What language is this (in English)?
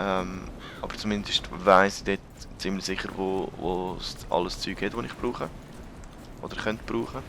Swiss German